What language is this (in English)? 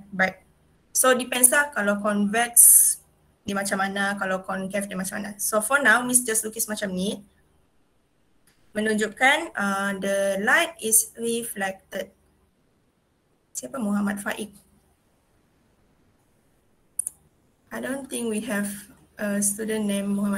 Malay